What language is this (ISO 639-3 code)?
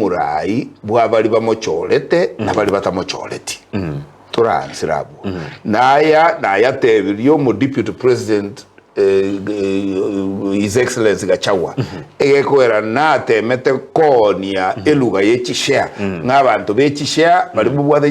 guz